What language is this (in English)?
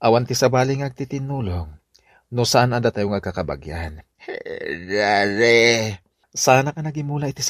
Iloko